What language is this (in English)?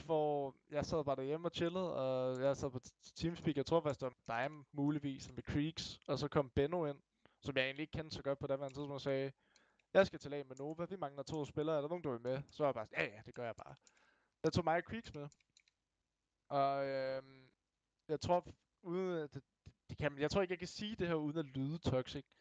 Danish